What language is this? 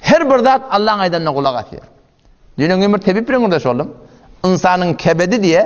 Turkmen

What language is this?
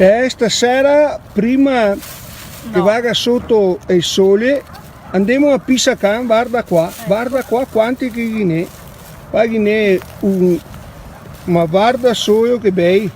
Venetian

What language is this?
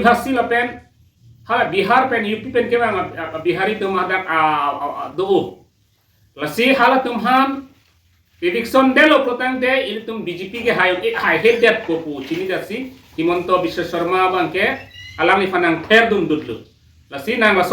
Karbi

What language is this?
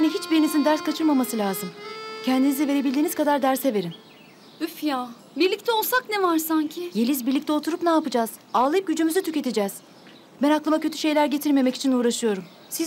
Turkish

